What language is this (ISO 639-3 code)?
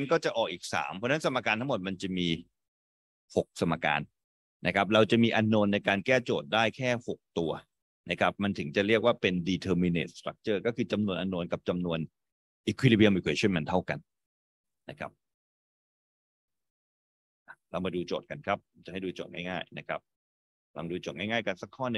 tha